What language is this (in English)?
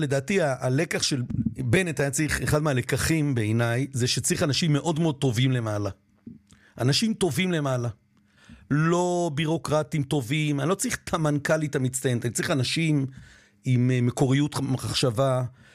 Hebrew